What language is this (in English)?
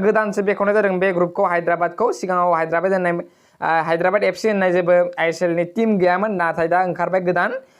Bodo